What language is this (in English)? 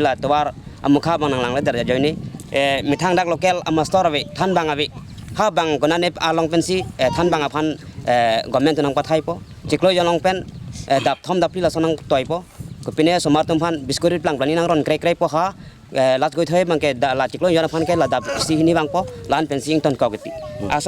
Karbi